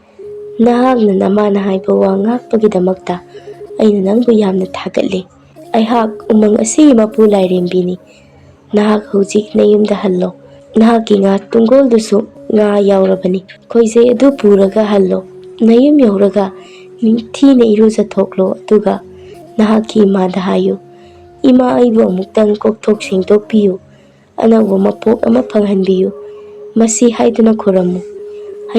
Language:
Manipuri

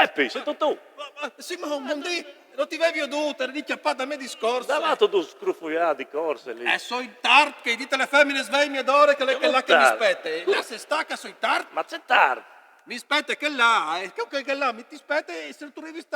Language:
Friulian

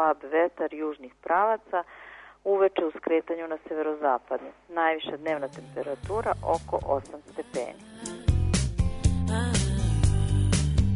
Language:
Serbian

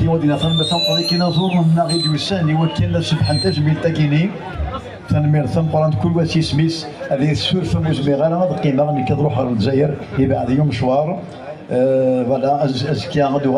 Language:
Kabyle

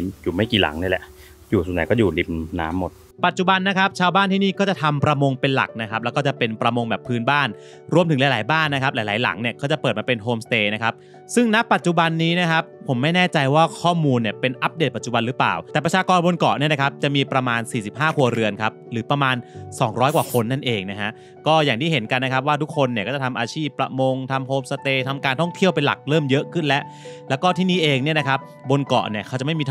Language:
Thai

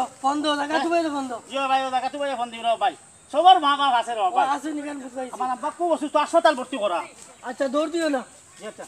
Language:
Sylheti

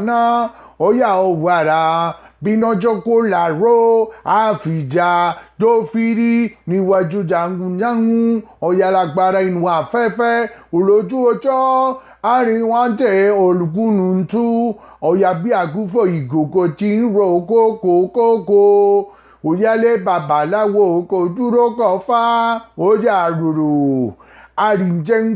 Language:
Yoruba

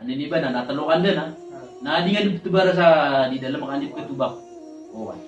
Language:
Maranao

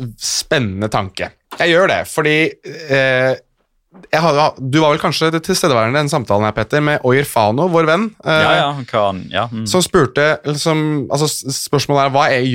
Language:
Norwegian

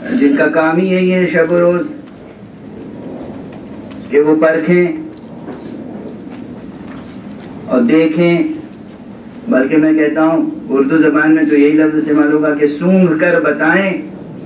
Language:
Urdu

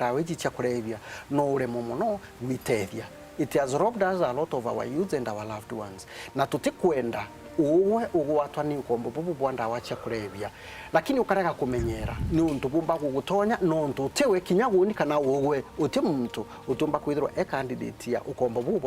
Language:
Meru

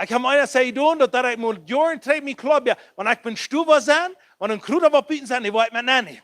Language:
Plautdietsch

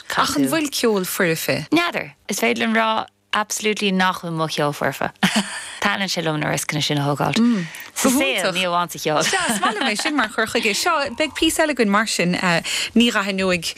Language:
Irish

